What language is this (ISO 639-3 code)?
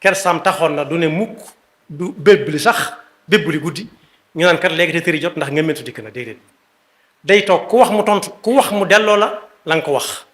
wol